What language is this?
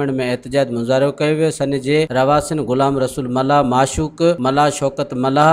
Sindhi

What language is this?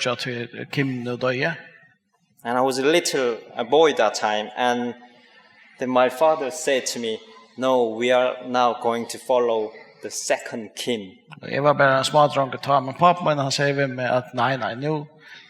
Faroese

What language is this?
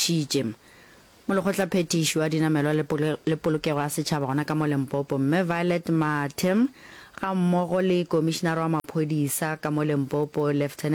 Northern Sotho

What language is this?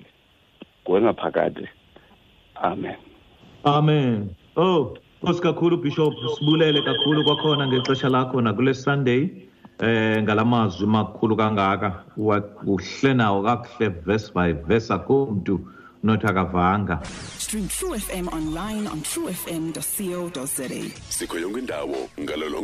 Xhosa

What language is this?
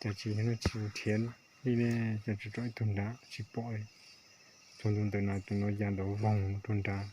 Hmong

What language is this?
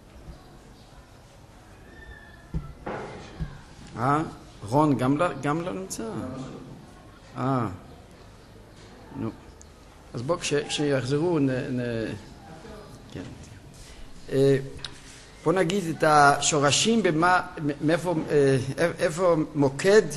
Hebrew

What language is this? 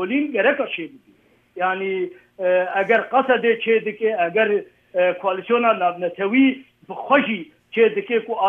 Kurdish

